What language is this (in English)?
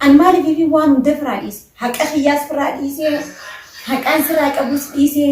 Oromo